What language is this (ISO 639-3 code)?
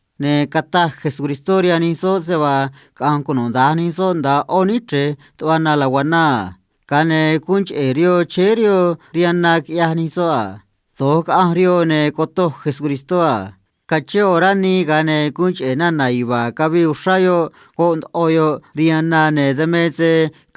trc